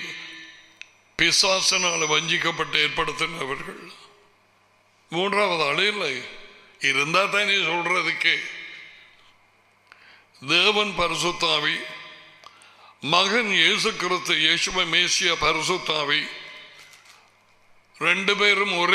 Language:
Tamil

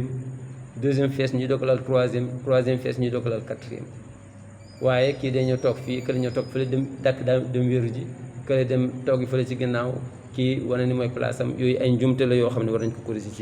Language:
Wolof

